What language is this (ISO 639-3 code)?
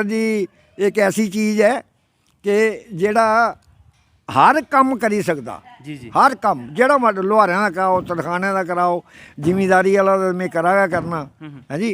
doi